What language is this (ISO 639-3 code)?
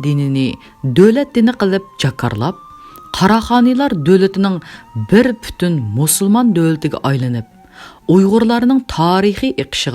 uig